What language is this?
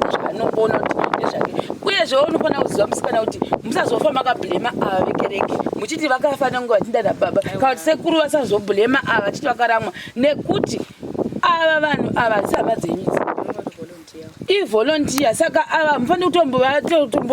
Shona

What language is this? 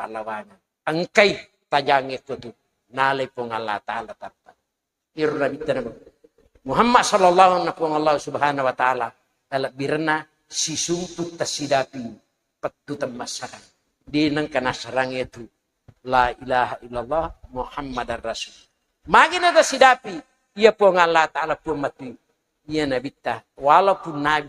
Buginese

